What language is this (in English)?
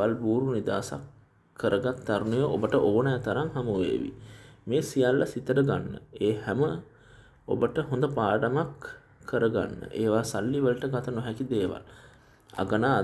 Sinhala